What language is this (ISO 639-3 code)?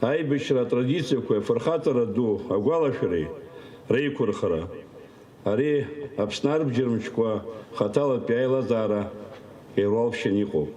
abk